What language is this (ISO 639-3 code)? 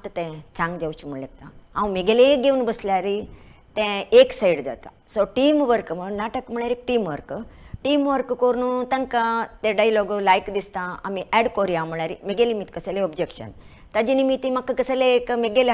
kok